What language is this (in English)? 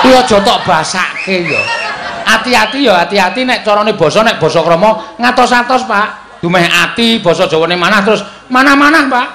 Javanese